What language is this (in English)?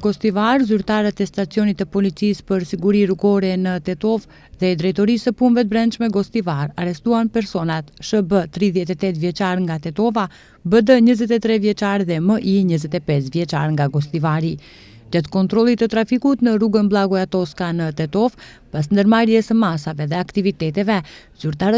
Albanian